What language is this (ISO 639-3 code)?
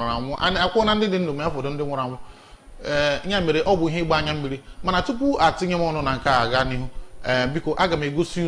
ibo